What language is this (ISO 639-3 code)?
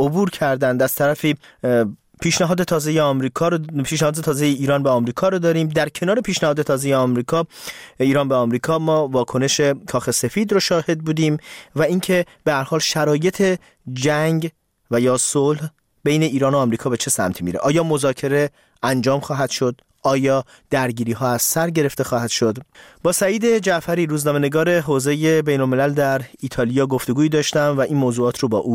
fas